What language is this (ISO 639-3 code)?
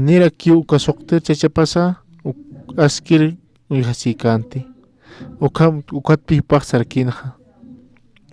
aym